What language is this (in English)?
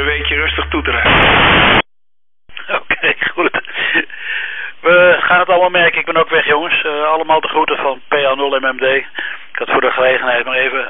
Dutch